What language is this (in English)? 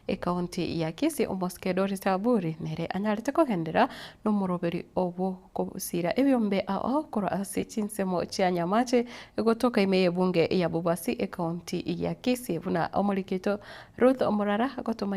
Gusii